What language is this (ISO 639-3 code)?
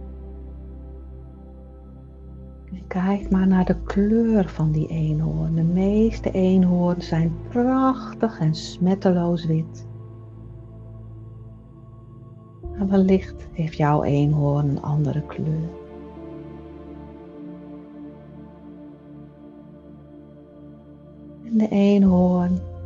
nld